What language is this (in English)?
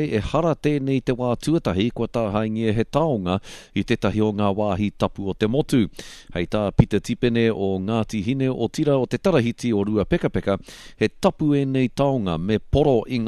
Māori